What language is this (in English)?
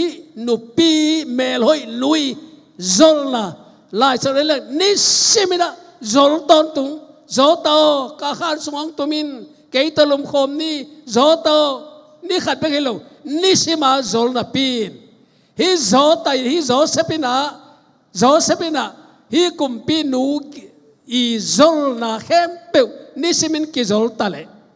Tedim Chin